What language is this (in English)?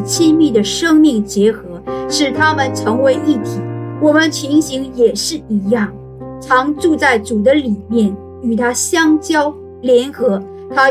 Chinese